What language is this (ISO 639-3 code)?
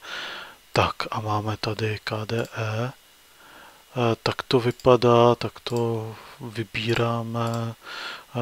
ces